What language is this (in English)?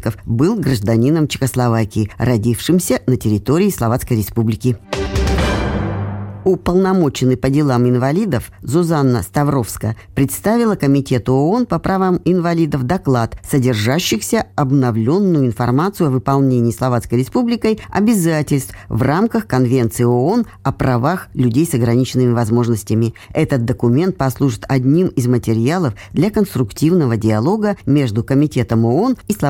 Russian